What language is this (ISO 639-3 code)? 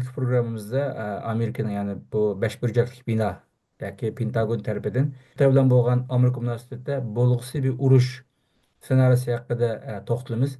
uig